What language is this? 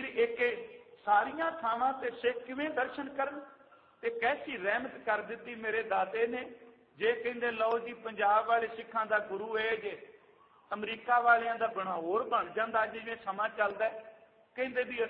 Punjabi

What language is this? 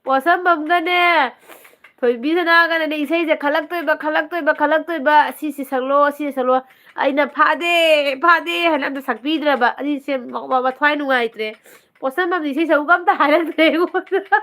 Manipuri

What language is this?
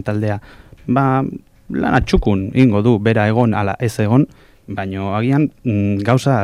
Basque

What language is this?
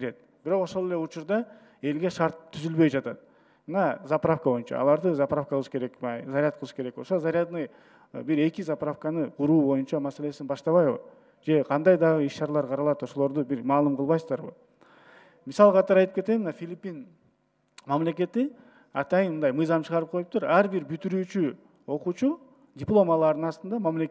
Kyrgyz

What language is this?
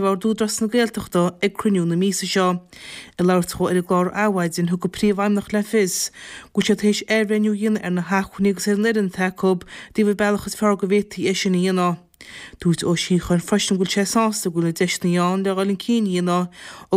Irish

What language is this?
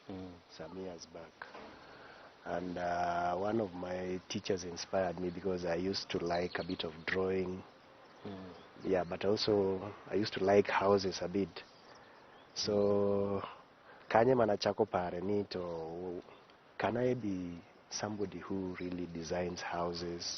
Luo (Kenya and Tanzania)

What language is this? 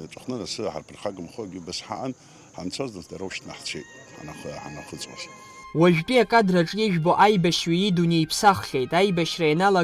Abkhazian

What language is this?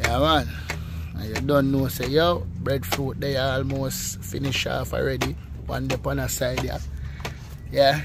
Jamaican Creole English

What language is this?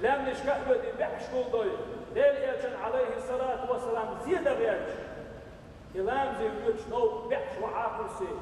Chechen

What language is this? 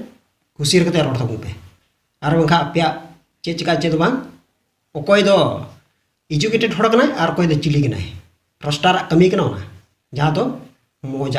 Santali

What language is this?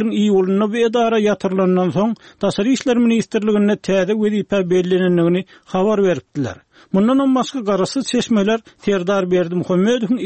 Turkmen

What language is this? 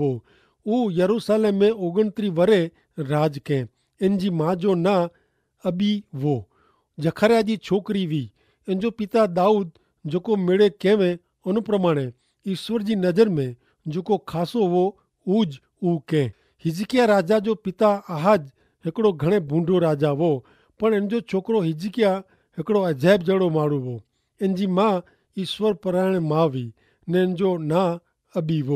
Kachhi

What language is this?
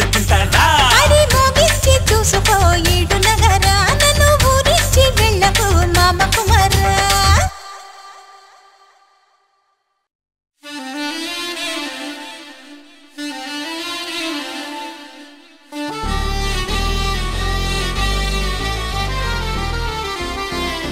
Telugu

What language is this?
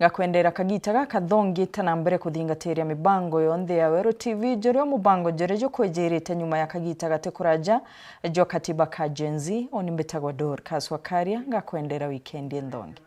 Meru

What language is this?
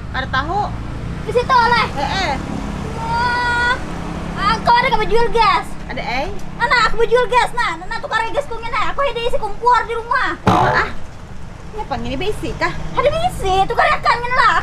Banjar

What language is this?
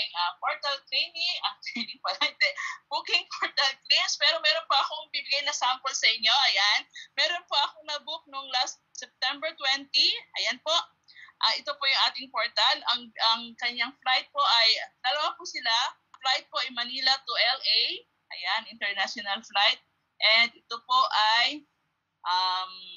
Filipino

